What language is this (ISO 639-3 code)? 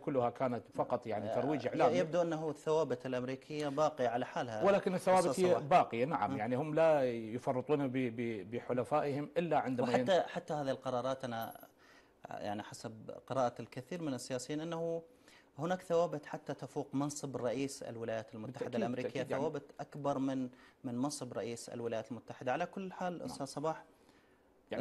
ara